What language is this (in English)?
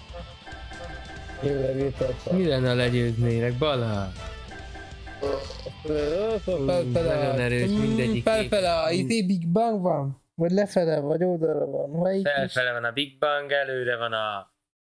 Hungarian